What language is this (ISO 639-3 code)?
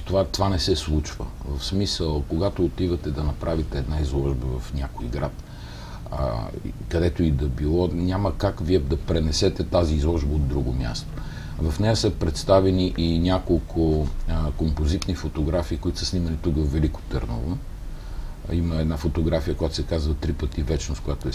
bul